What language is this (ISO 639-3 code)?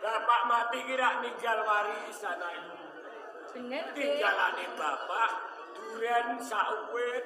jav